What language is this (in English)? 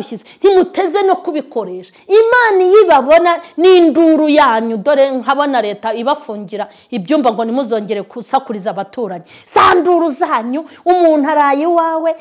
Kinyarwanda